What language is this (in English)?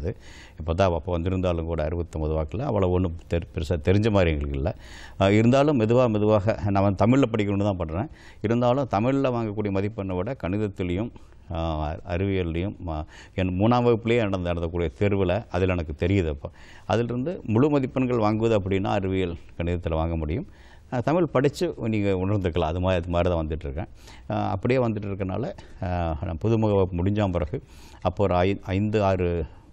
Tamil